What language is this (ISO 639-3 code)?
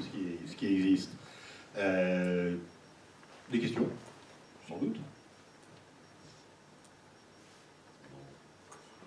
fra